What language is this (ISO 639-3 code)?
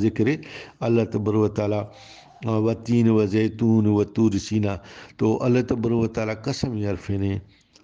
brh